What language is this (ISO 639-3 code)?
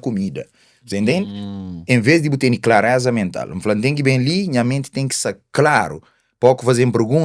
kea